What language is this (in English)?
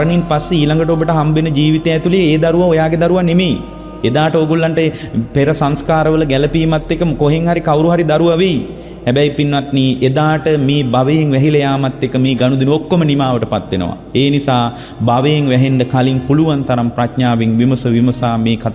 Sinhala